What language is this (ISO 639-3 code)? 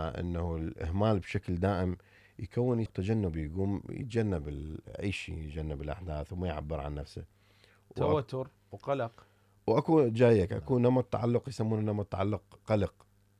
acm